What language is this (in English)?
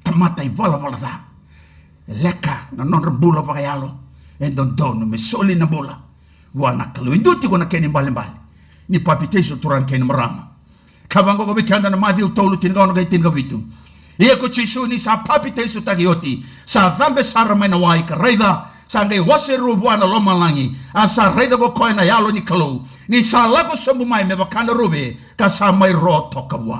Fijian